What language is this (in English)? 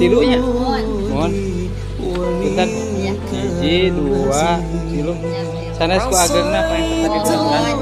Sundanese